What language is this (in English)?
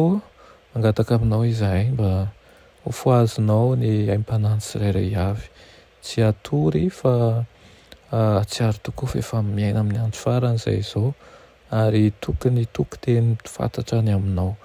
Malagasy